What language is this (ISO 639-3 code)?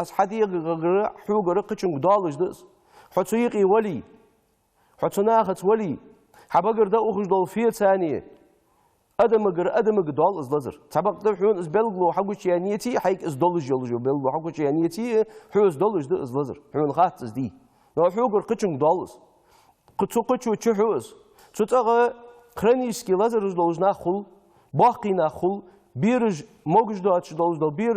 inh